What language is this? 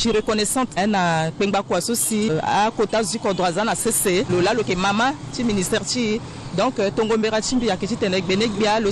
Sango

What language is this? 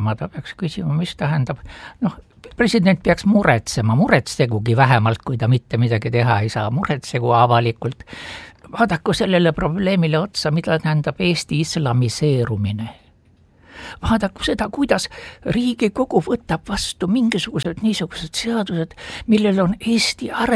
Estonian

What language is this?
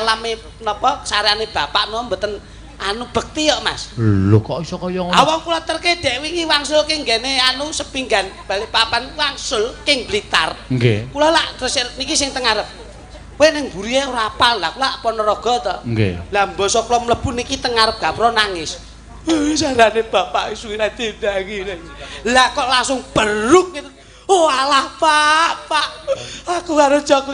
Javanese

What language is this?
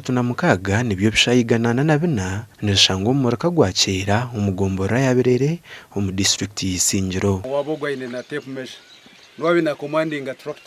Nyankole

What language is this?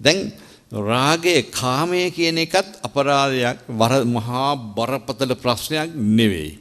Sinhala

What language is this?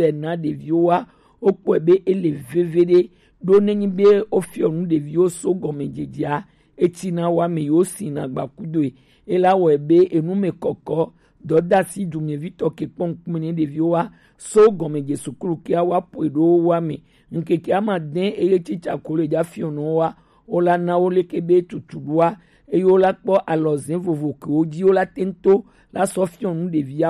Gen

